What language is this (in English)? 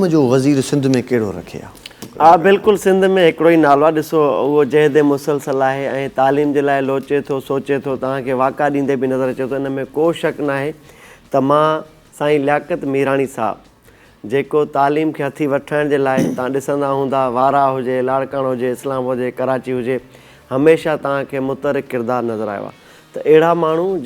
Sindhi